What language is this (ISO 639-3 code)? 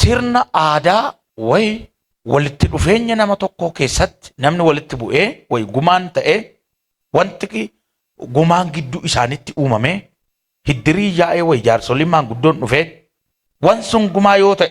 orm